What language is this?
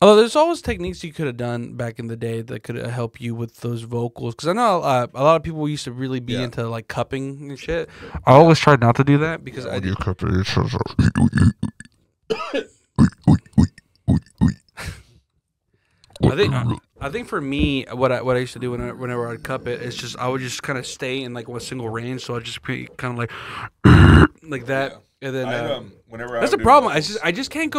English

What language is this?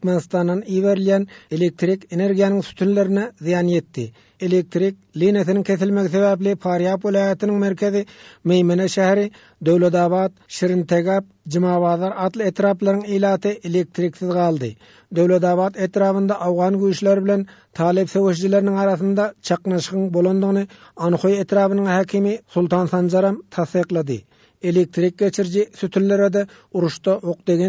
Turkmen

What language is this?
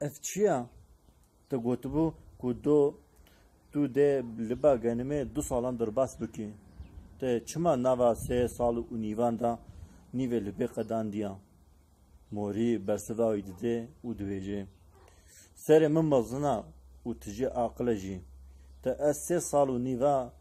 Kurdish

